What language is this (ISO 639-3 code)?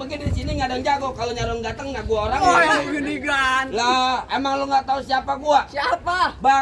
bew